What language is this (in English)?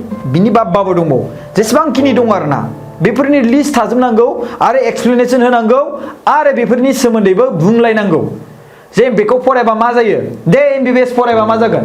Bodo